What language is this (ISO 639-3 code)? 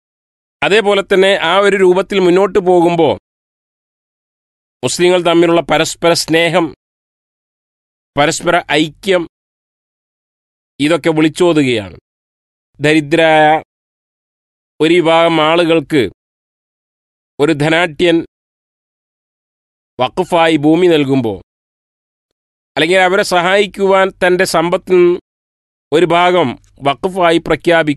mal